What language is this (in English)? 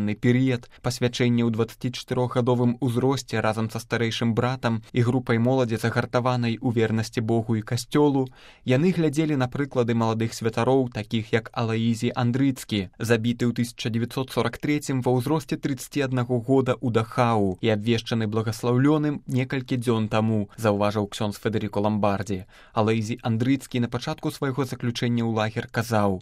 Belarusian